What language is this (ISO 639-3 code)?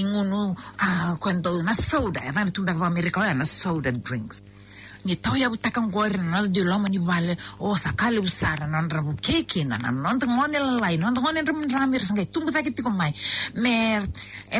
fij